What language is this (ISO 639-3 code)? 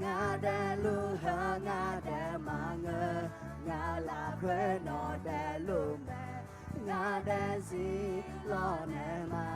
ahk